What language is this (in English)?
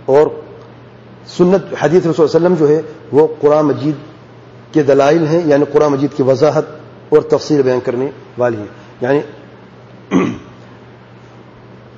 Urdu